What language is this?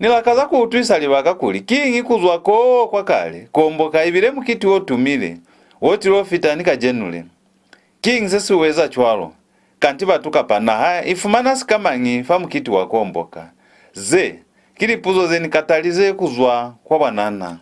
Lozi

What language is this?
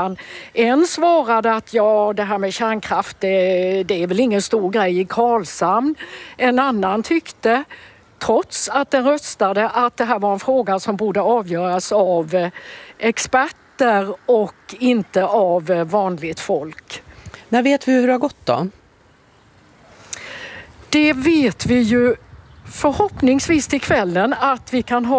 Swedish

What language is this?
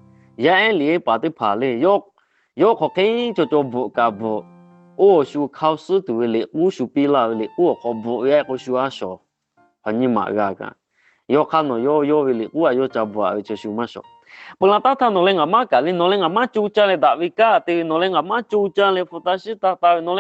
Lahu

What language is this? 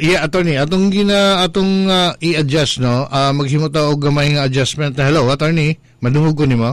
Cebuano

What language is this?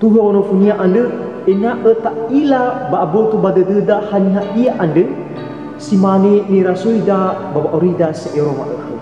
Nias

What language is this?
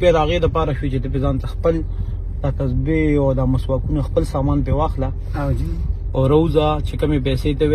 Pashto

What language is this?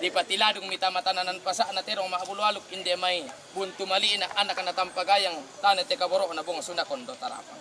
Toraja-Sa'dan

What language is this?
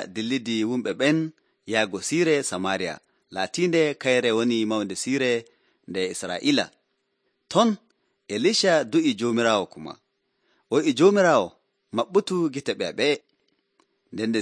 Nigerian Fulfulde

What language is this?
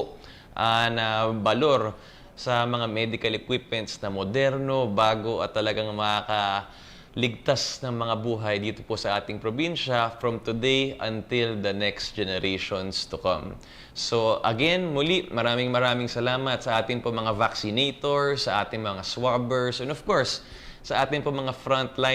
Bikol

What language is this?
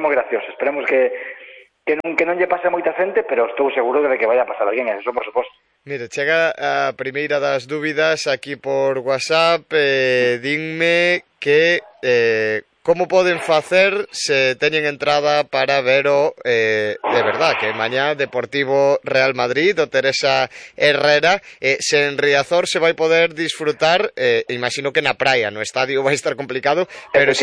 Galician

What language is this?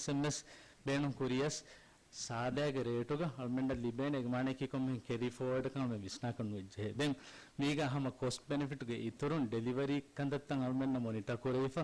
Divehi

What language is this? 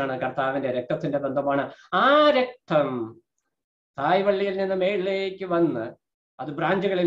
Malayalam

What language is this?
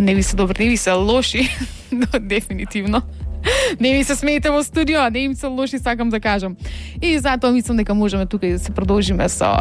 Macedonian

